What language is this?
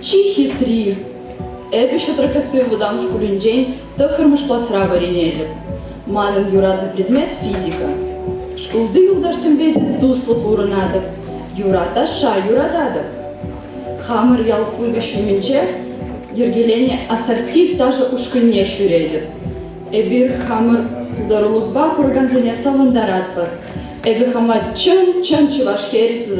Chuvash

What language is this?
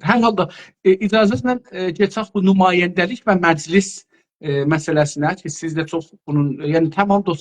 South Azerbaijani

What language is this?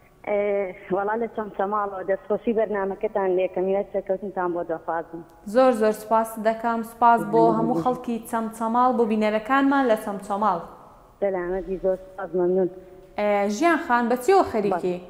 Central Kurdish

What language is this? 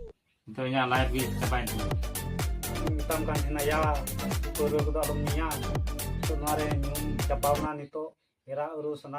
Santali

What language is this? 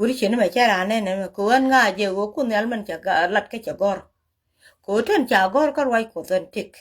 Nuer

